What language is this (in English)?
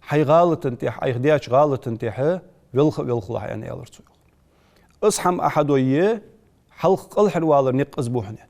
Ingush